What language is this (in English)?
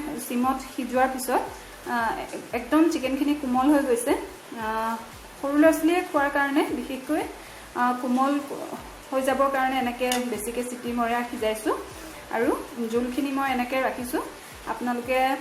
Assamese